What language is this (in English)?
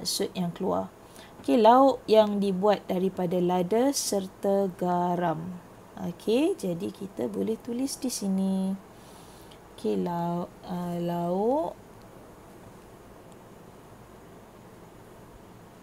Malay